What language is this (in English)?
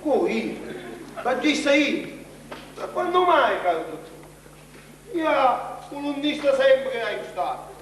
Sicilian